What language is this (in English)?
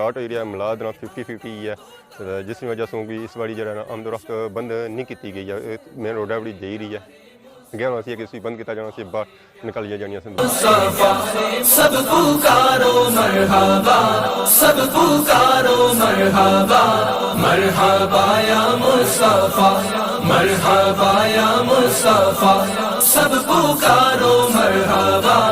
Pahari-Potwari